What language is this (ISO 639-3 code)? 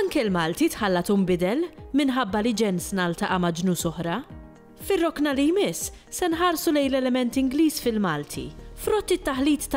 mlt